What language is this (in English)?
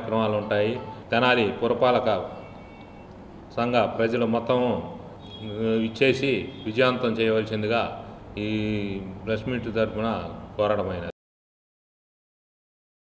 Telugu